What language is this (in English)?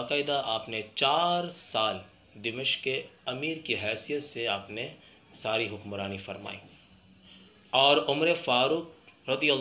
Urdu